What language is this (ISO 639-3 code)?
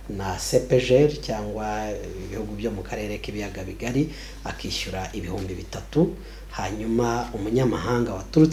kin